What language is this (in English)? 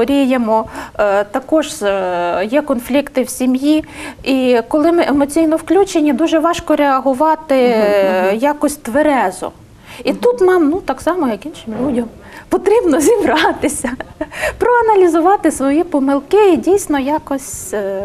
Ukrainian